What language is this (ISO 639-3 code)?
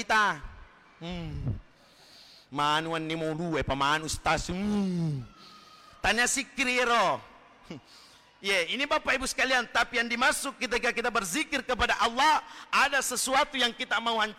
bug